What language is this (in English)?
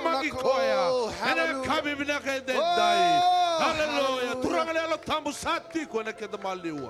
Fijian